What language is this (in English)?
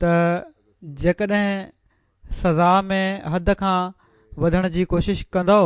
Sindhi